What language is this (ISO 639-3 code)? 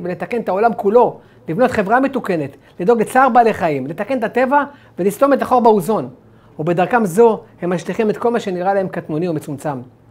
heb